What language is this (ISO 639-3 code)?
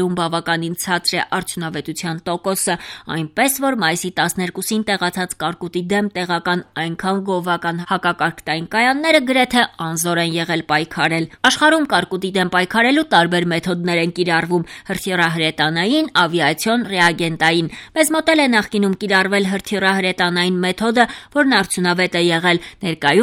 hye